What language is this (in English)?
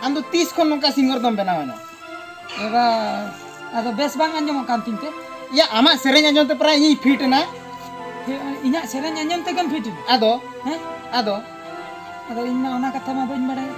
Santali